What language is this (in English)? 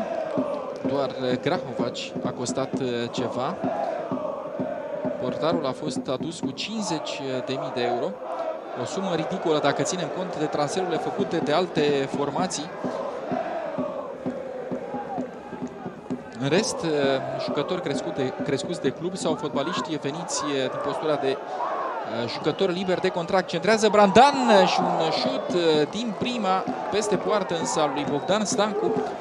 Romanian